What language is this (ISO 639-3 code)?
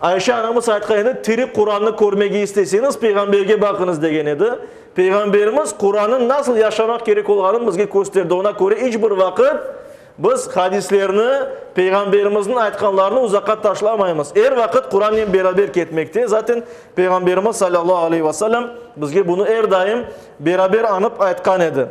crh